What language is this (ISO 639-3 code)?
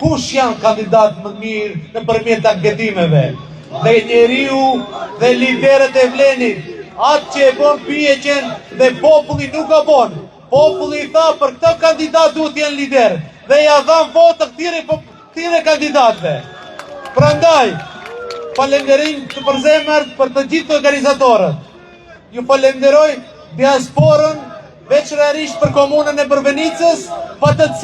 sqi